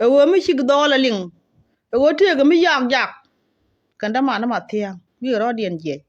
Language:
Nuer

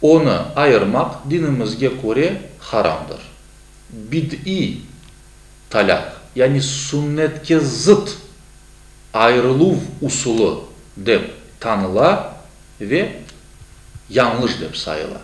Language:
Crimean Tatar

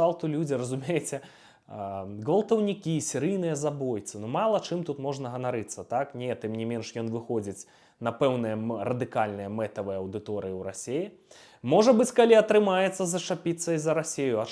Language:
Belarusian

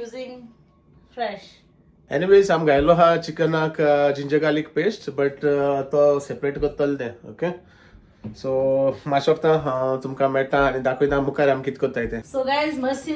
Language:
Konkani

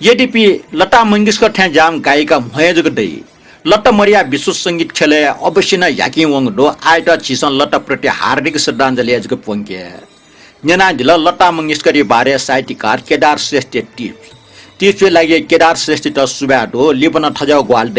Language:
Newari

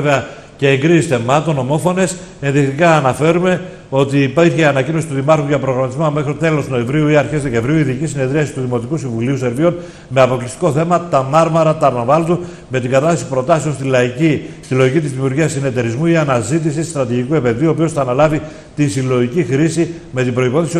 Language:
Greek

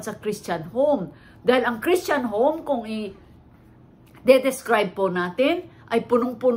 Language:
Filipino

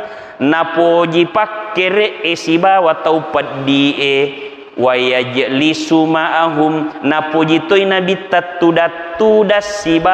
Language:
Buginese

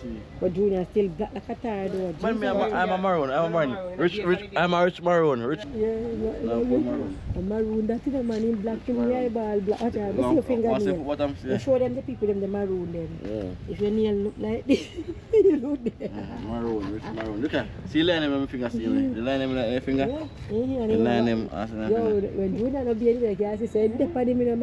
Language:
Jamaican Creole English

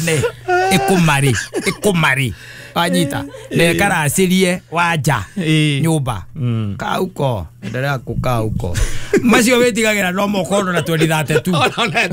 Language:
Kikuyu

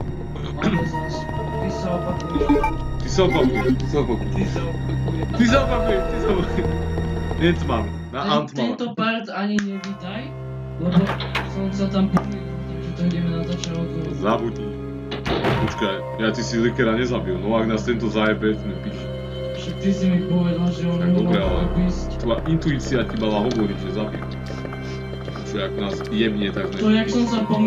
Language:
Slovak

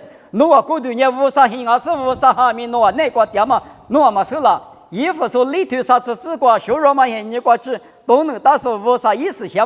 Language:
Lisu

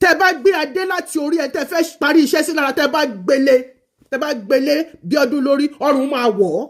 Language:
Yoruba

